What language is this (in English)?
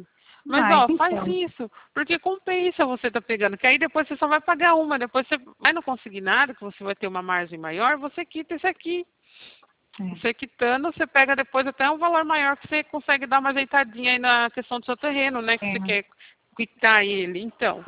Portuguese